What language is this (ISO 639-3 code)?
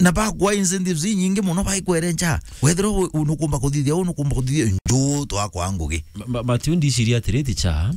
mer